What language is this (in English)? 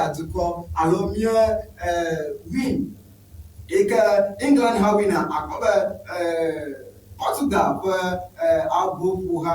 Ewe